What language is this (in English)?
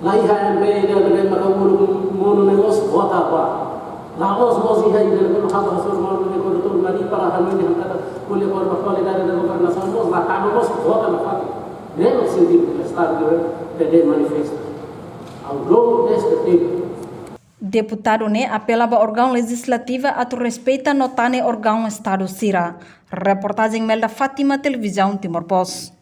Tetum